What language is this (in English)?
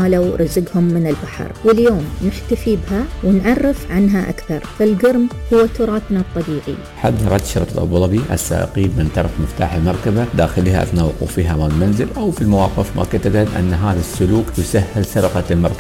Arabic